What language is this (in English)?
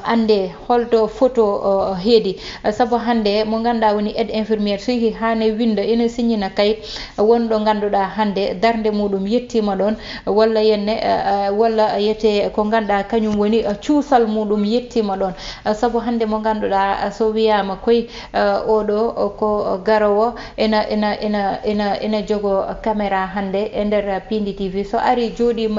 Fula